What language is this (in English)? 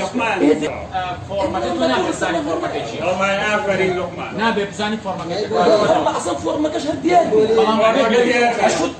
Central Kurdish